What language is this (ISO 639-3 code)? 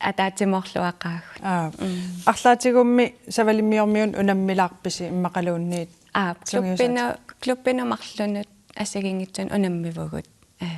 kal